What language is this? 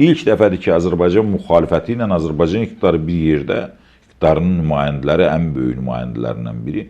Azerbaijani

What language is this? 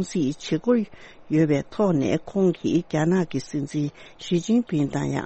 Tibetan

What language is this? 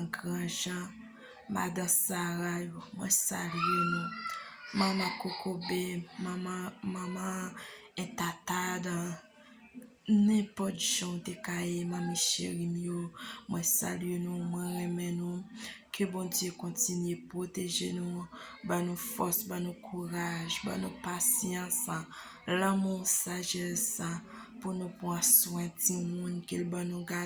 Haitian Creole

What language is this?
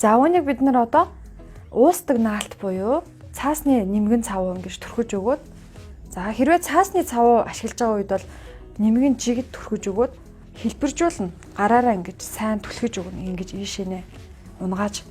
Mongolian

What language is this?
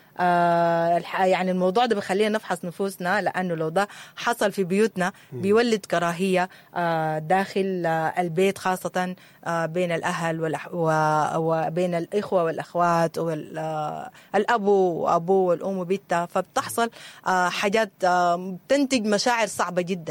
Sudanese Arabic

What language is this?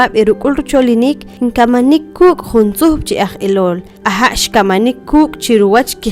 Poqomchi'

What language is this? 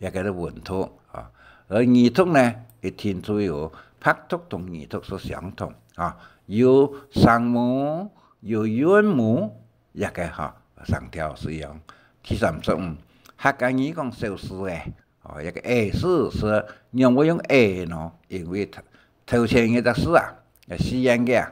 Hakka Chinese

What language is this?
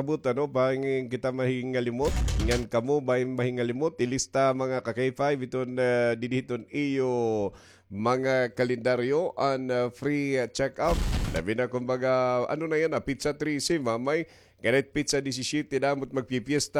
Waray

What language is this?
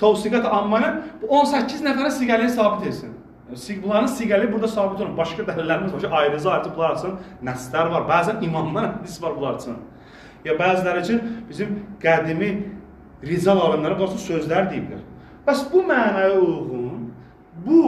Azerbaijani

